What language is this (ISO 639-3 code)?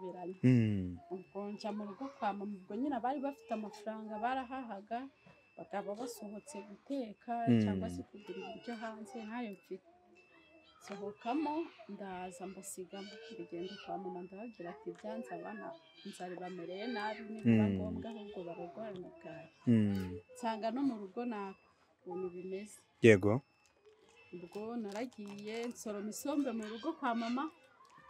kin